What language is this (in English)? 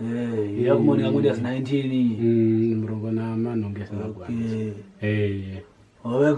Kwangali